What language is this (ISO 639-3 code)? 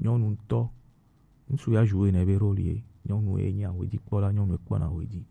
gej